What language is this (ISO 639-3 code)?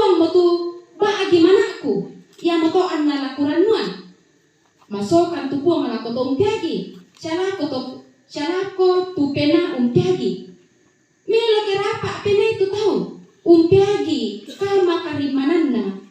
sda